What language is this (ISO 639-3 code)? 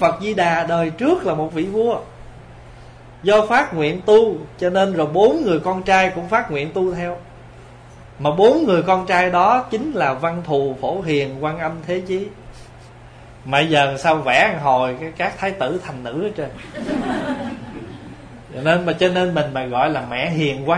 vie